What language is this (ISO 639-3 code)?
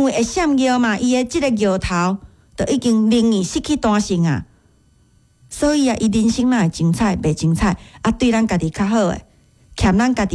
nan